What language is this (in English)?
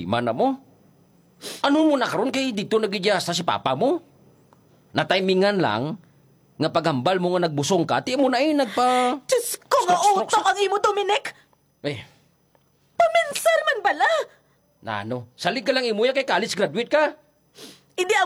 Hiligaynon